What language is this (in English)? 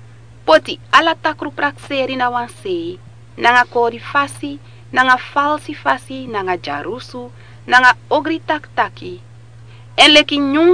Sranan Tongo